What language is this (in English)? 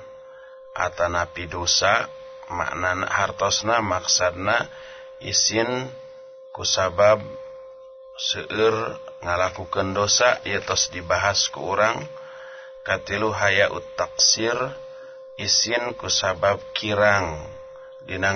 Sundanese